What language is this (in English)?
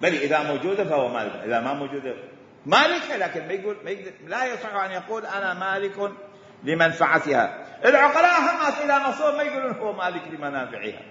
Mesopotamian Arabic